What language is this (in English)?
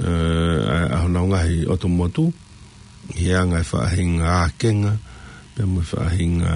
Tongan